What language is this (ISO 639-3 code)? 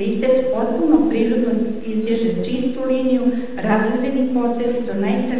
srp